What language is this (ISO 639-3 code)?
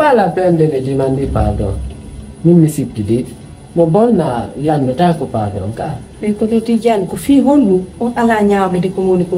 ful